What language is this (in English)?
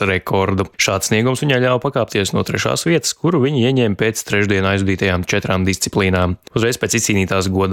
Latvian